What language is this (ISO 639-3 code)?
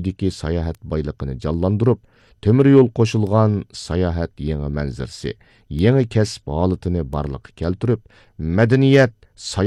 uig